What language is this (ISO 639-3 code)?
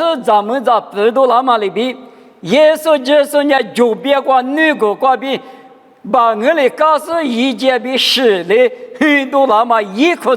lis